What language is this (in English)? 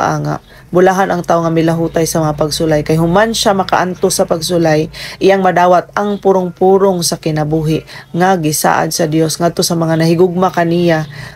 Cebuano